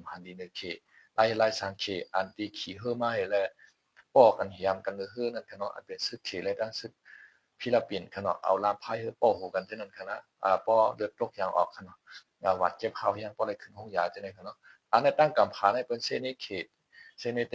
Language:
Shan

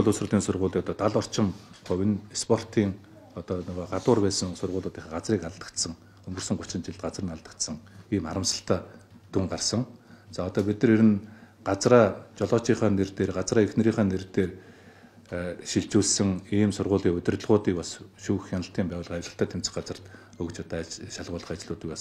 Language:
Mongolian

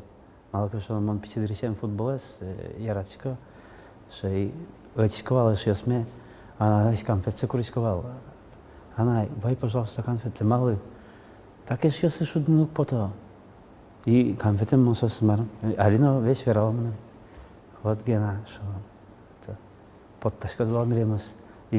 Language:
Udmurt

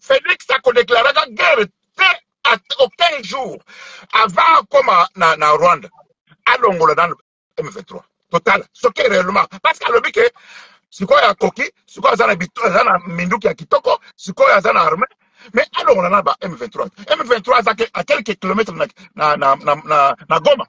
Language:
Lingala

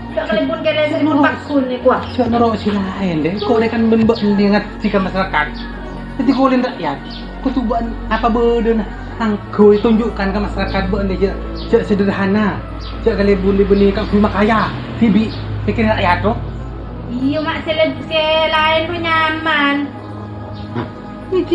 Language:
Madurese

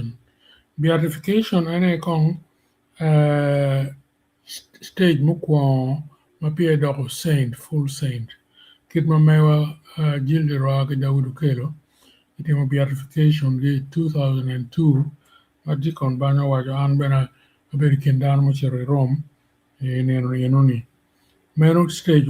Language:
Acoli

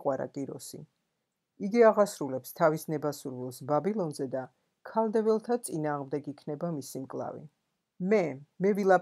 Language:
Georgian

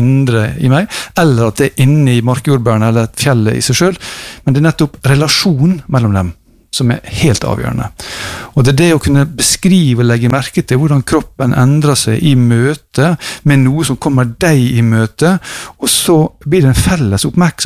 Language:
Norwegian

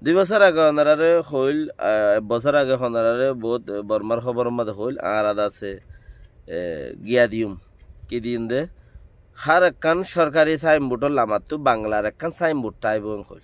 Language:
Rohingya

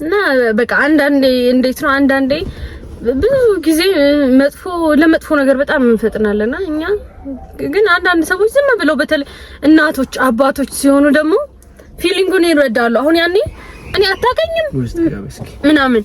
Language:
Amharic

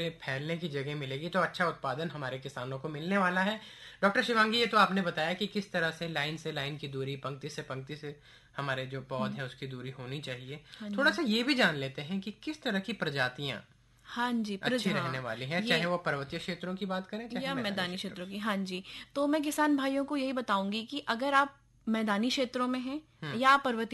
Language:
Hindi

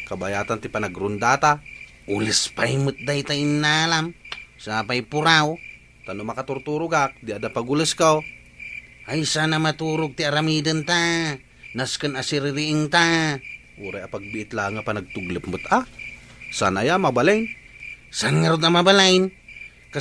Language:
Iloko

